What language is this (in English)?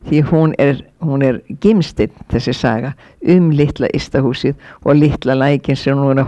Icelandic